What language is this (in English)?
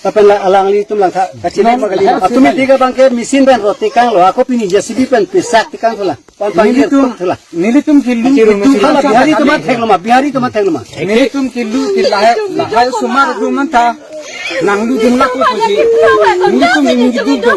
Karbi